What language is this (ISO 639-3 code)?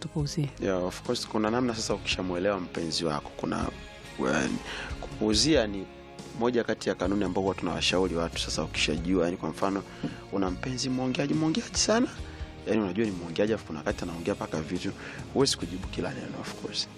swa